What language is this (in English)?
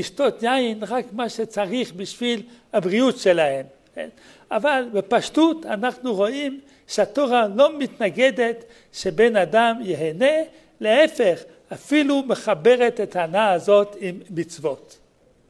Hebrew